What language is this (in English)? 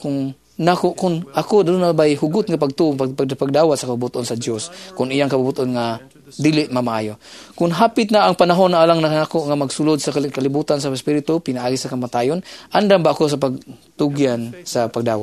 Cebuano